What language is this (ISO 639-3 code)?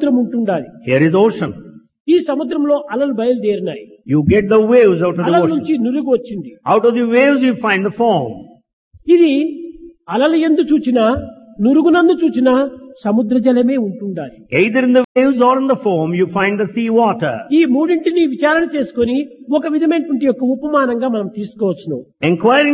tel